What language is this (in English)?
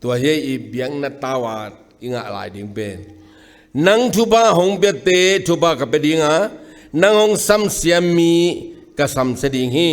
Tedim Chin